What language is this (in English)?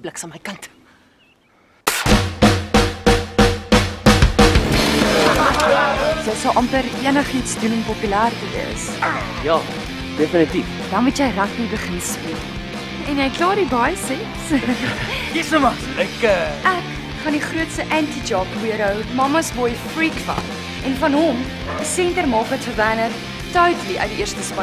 Afrikaans